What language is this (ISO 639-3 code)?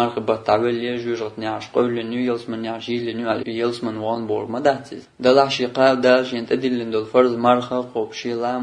che